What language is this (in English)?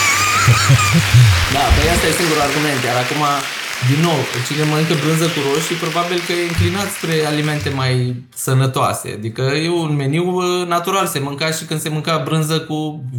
Romanian